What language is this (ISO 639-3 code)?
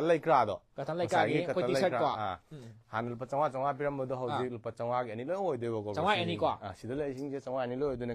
mni